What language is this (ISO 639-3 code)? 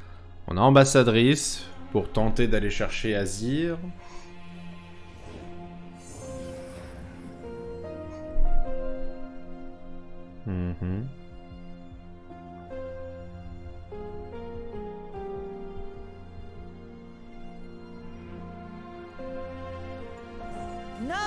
fra